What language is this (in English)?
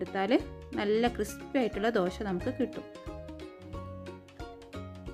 Malayalam